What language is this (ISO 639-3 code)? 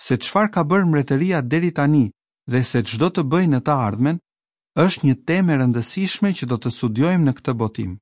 sqi